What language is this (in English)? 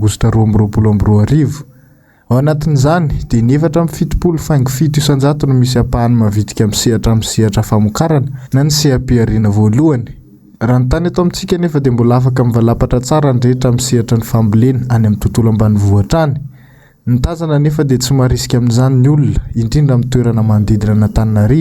Malagasy